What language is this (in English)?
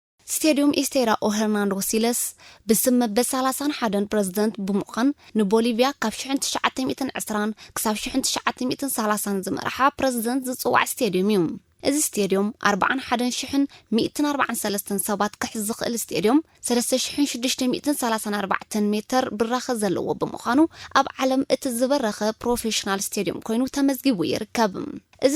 Tigrinya